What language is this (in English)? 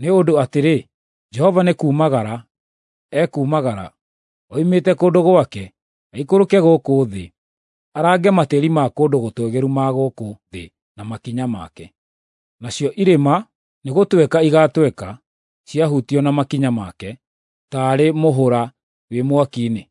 Kikuyu